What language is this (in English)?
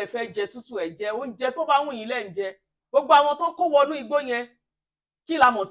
Yoruba